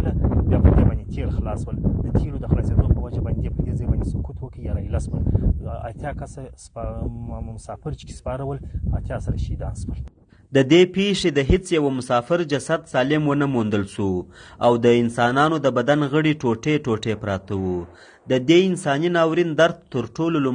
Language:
Pashto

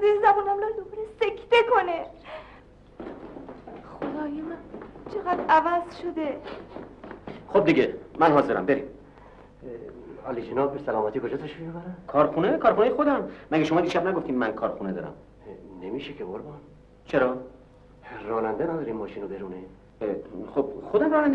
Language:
Persian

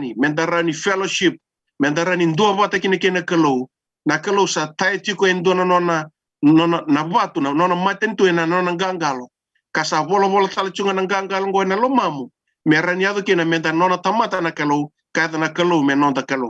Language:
Fijian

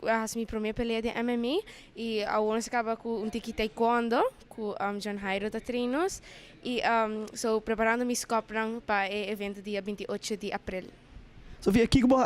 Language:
Papiamento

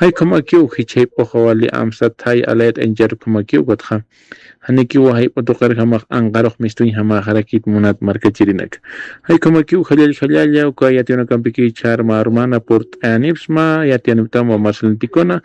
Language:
Aymara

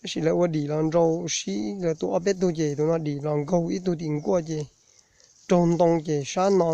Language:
Hmong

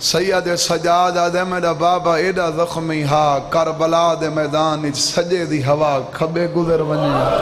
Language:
Saraiki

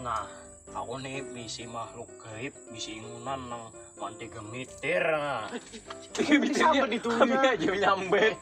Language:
Banjar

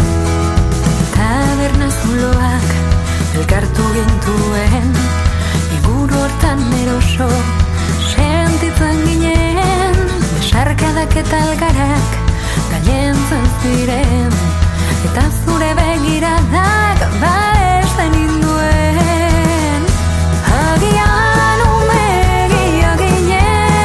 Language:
Basque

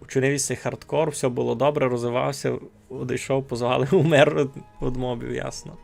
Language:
Rusyn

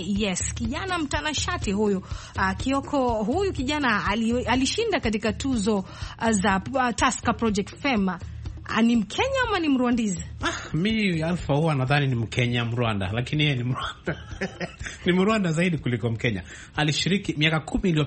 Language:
Swahili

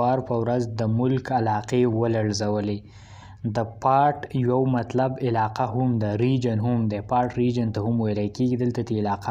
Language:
Pashto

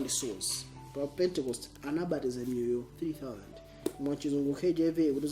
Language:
Nyanja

